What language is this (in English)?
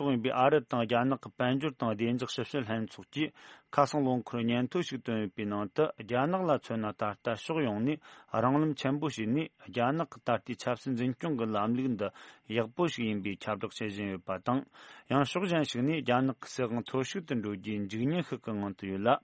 Tibetan